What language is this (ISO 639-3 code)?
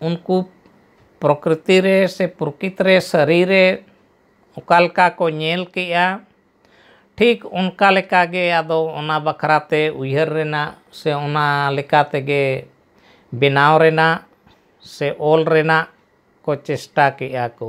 sat